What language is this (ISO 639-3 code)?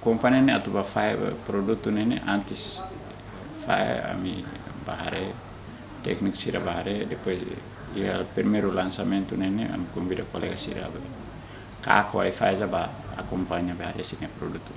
tet